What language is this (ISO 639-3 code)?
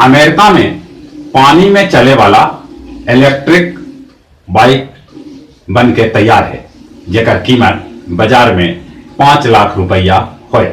mag